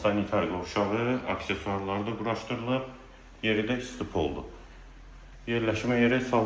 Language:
Azerbaijani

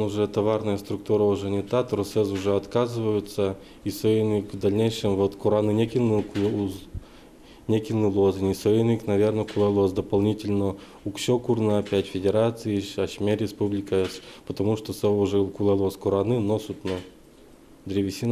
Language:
Udmurt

